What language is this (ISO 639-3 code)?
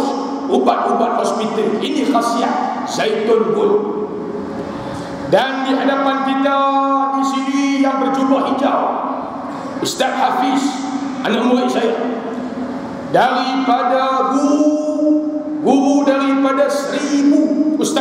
msa